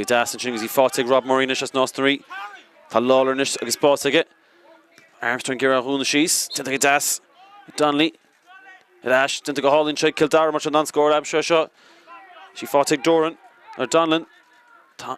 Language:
Irish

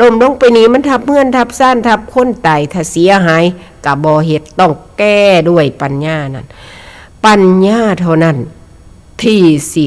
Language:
Northeastern Thai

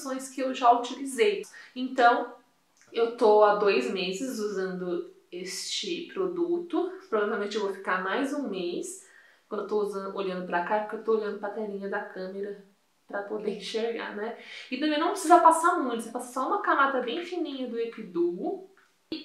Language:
Portuguese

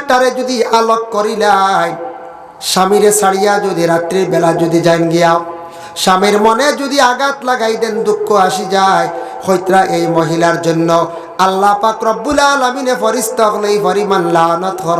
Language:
Sylheti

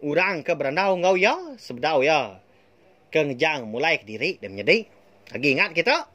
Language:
Iban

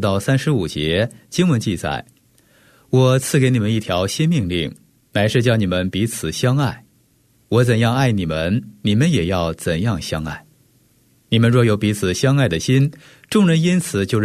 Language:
Chinese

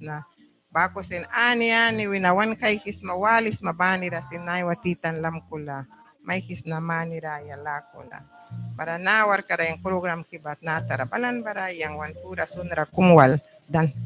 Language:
Mískito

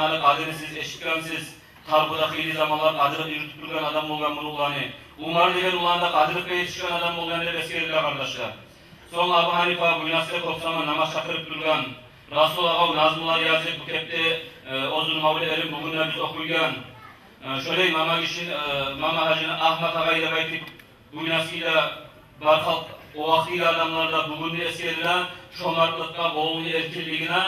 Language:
Kumyk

